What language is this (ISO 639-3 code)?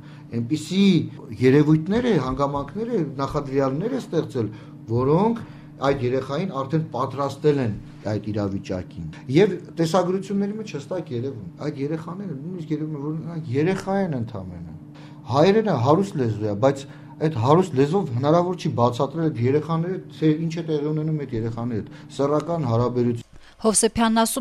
hye